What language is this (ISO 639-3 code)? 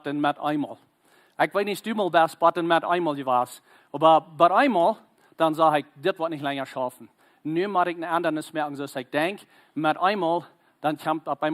pdt